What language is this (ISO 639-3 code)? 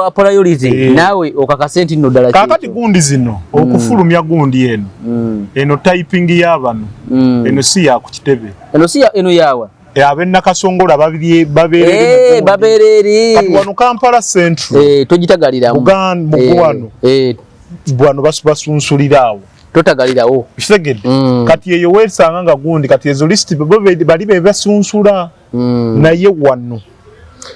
lug